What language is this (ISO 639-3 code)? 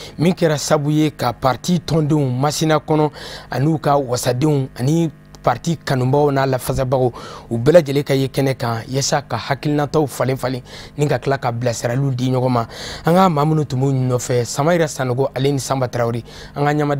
bam